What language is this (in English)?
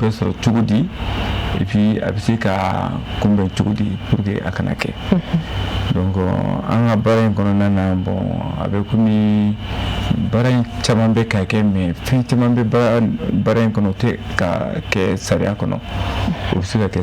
Bambara